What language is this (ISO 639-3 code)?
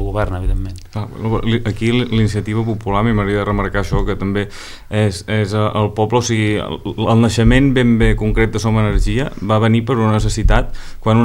cat